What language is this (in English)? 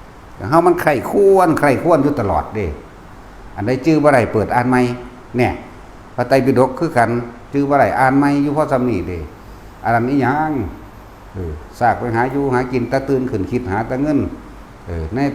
Northeastern Thai